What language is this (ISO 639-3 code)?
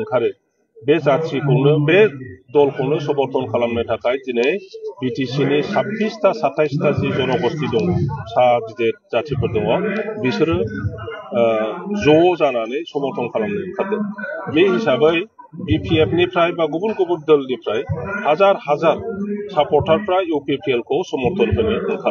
brx